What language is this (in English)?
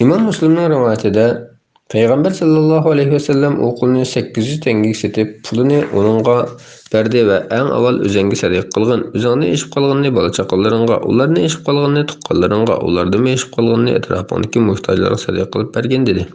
Uyghur